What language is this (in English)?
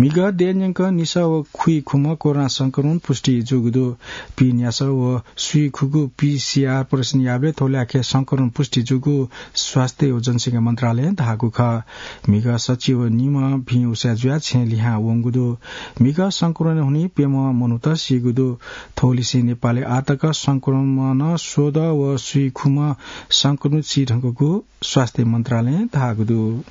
Newari